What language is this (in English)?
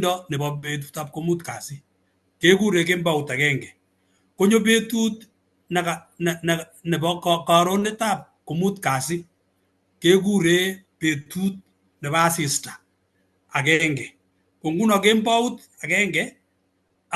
Kalenjin